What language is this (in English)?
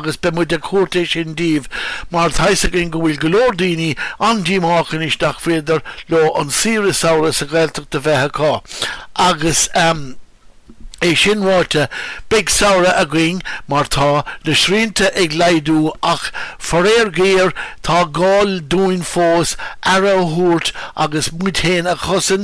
Irish